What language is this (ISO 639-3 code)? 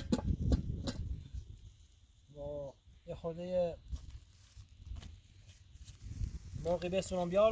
fas